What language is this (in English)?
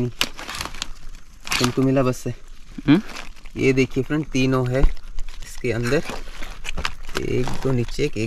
Hindi